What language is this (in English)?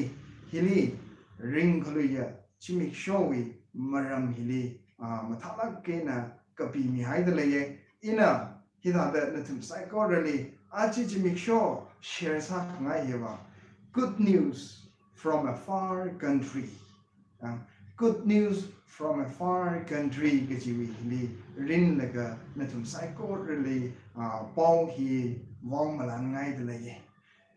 Tangkhul Naga (India)